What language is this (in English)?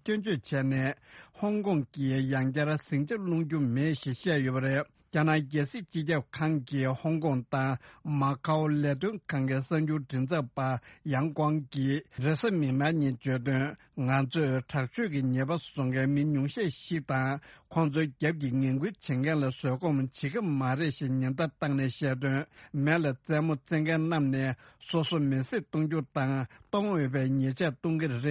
Tibetan